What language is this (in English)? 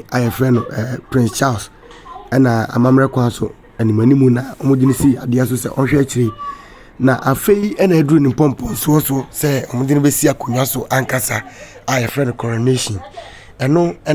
Akan